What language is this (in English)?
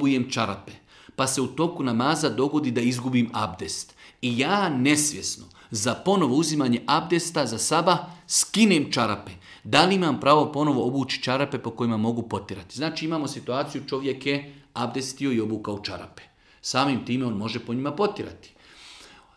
Bosnian